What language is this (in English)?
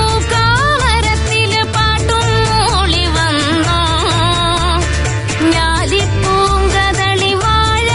Malayalam